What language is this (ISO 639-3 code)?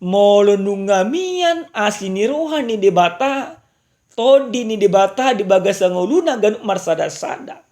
bbc